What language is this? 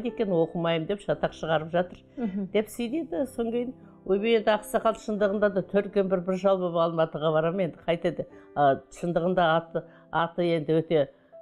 Kazakh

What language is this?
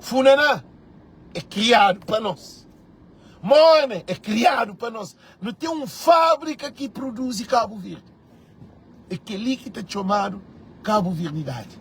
Kabuverdianu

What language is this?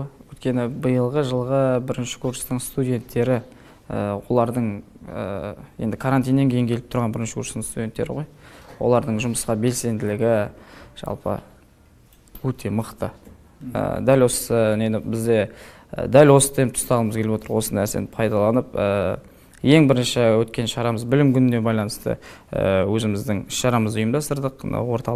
Kazakh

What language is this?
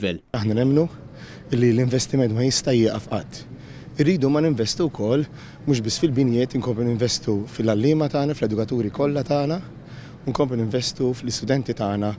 Maltese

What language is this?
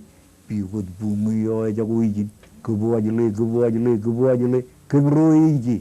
Marshallese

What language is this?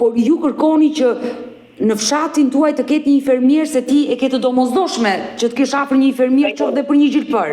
Albanian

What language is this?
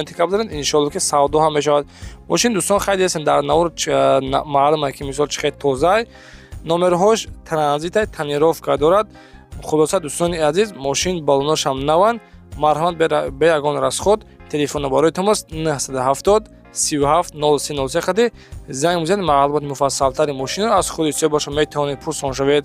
Tajik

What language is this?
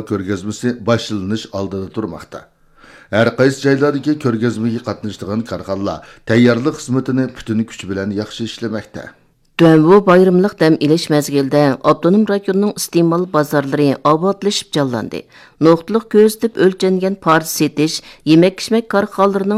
Uyghur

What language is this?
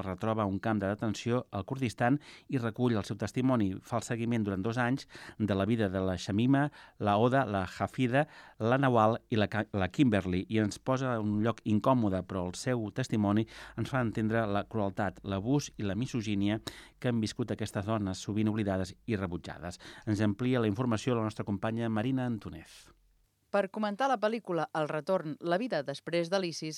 Catalan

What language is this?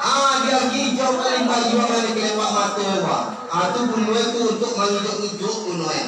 Minangkabau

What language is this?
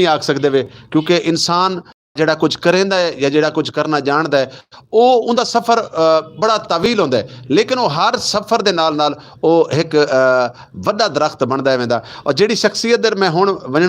Saraiki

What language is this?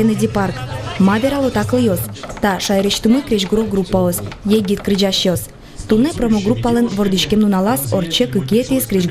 Udmurt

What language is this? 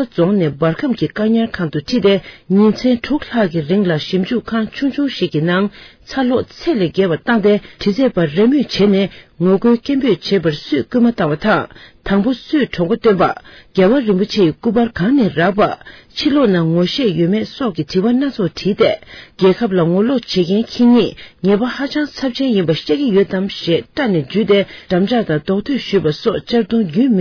Tibetan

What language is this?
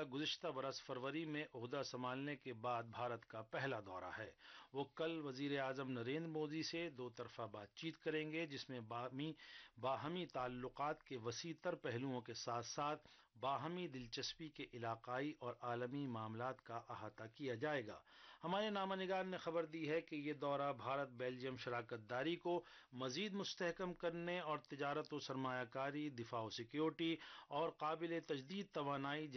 Urdu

